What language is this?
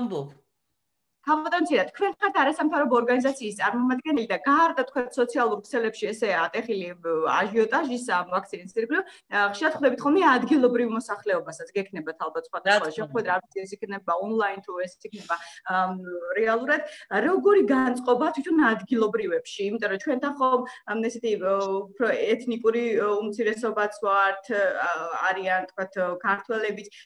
Georgian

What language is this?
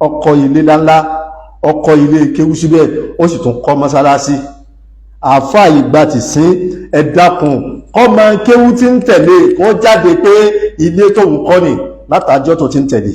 Yoruba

